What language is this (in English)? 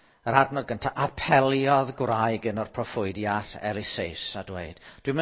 Welsh